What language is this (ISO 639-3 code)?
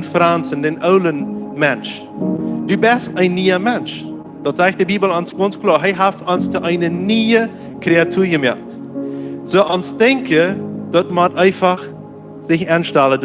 pdt